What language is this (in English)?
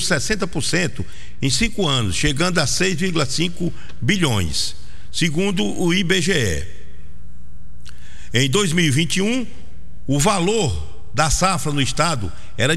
Portuguese